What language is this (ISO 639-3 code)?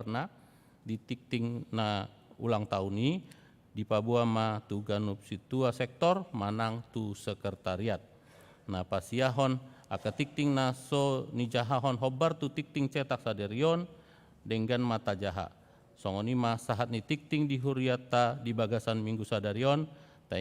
bbc